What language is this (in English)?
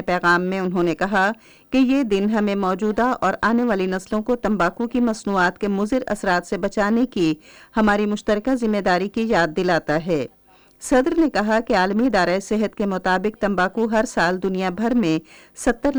Urdu